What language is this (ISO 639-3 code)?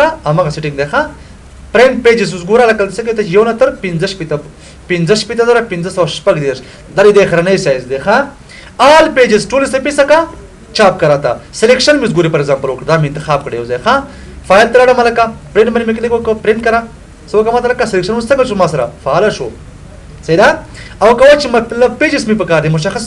pus